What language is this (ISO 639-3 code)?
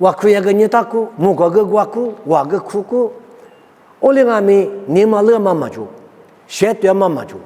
lis